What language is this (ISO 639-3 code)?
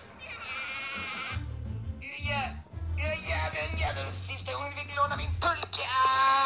swe